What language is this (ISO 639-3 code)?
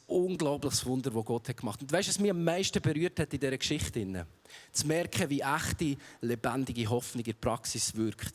gsw